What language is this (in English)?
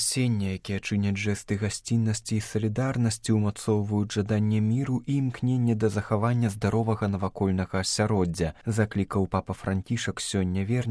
Belarusian